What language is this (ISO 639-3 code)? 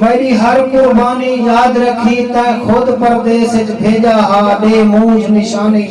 skr